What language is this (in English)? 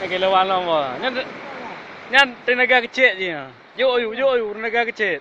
Achinese